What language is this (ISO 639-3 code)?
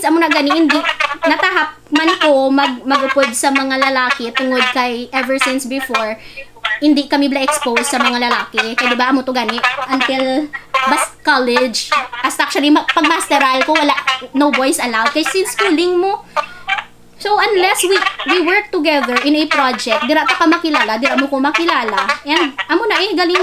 hil